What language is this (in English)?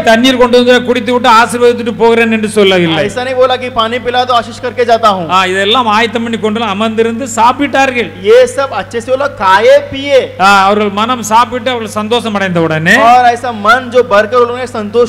Tamil